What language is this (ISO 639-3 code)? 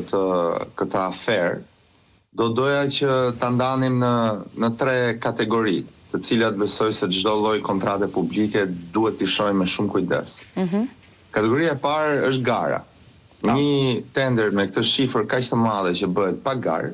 sqi